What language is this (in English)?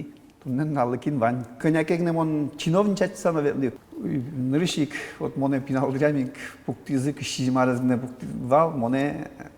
Udmurt